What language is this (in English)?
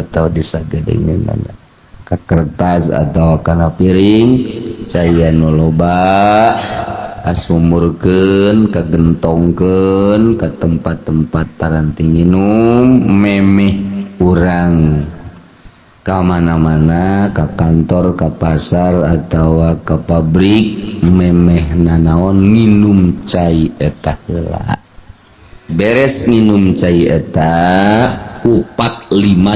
Sundanese